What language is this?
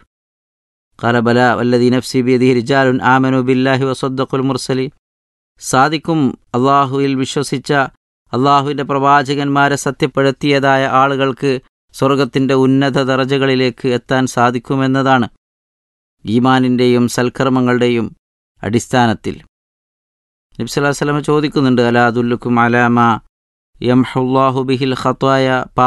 Malayalam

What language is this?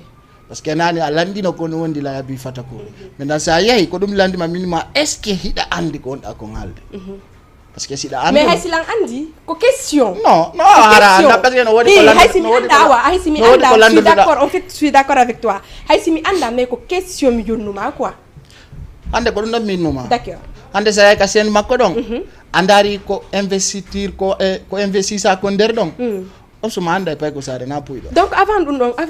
Fula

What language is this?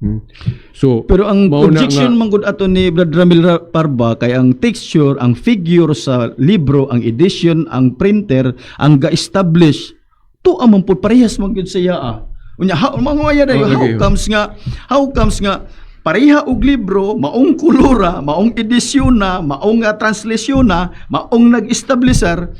Cebuano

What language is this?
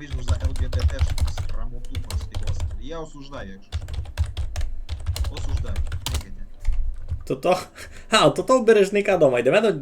Rusyn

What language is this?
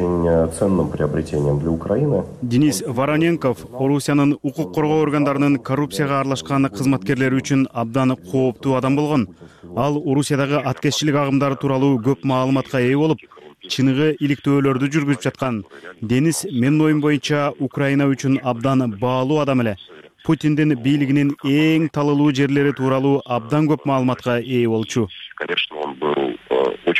Kyrgyz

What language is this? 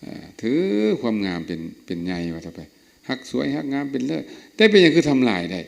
Lao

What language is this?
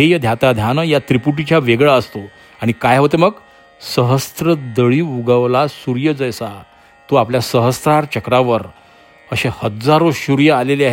Marathi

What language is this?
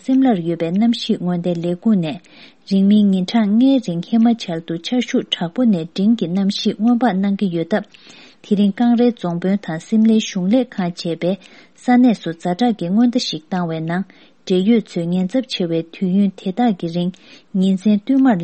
Tibetan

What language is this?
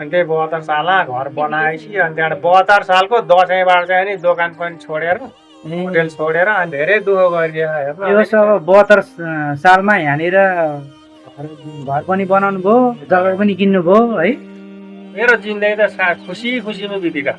Nepali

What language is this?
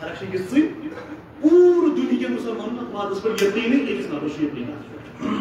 Kashmiri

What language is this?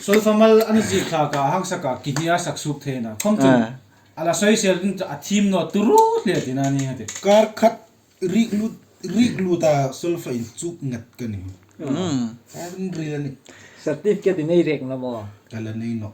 Hmar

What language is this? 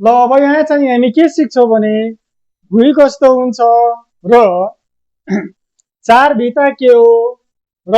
Nepali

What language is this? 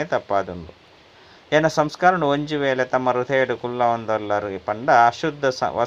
Tulu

